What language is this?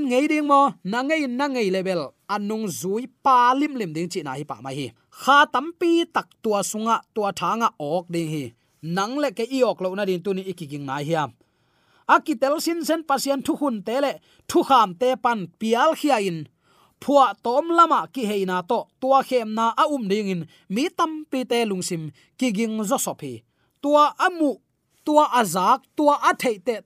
Tedim Chin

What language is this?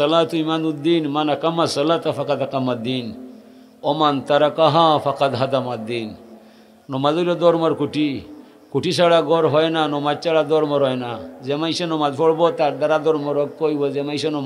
Sylheti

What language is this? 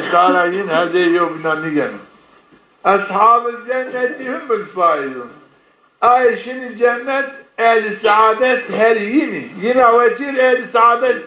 Zaza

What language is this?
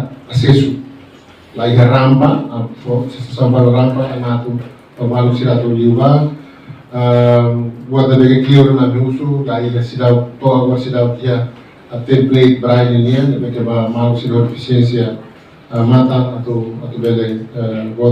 Tetum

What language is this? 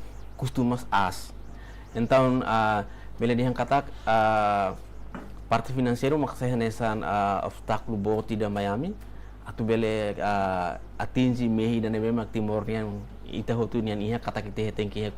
Tetum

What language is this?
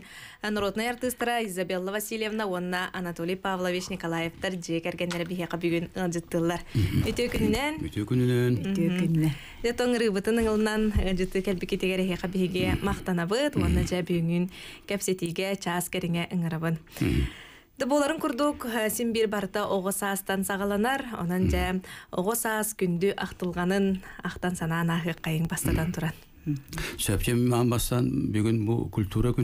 Yakut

